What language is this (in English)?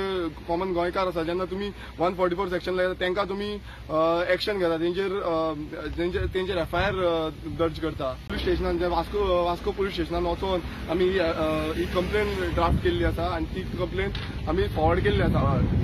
Konkani